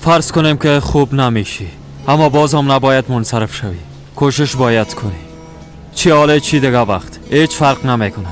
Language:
Persian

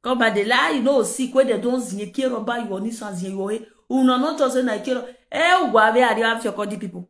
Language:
Nigerian Pidgin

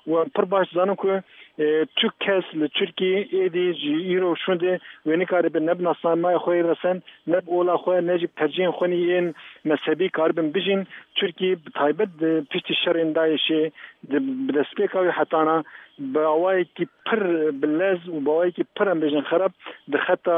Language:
Kurdish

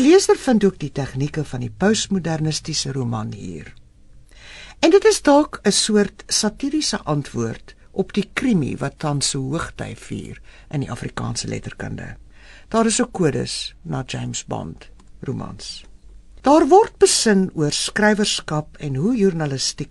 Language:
Afrikaans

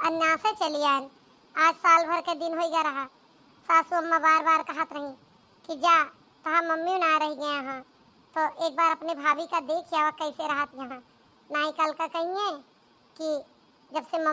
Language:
Awadhi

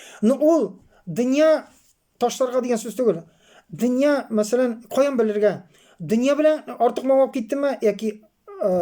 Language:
Tatar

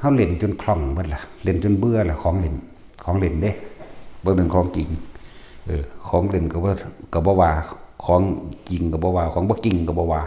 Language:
Northeastern Thai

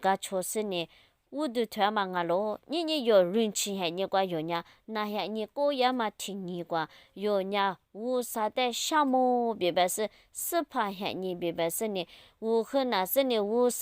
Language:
Lisu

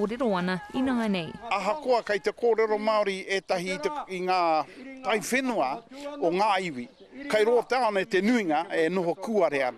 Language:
Māori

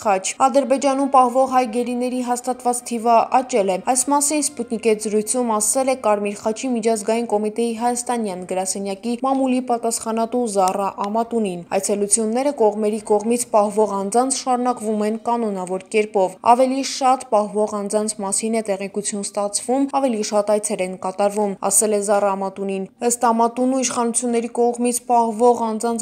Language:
Armenian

